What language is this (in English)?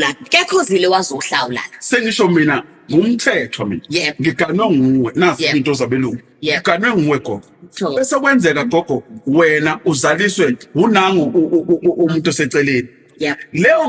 Zulu